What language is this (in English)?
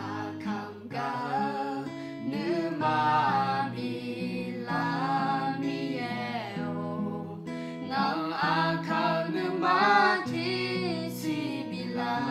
Akha